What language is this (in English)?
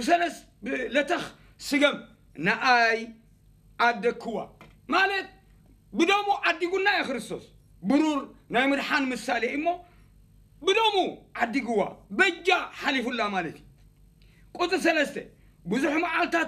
Tigrinya